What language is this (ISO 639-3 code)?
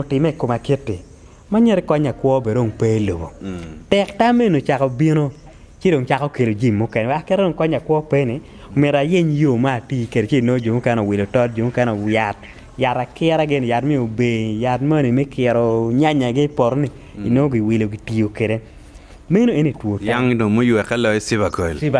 ach